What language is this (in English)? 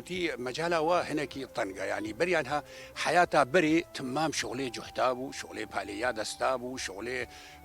Kurdish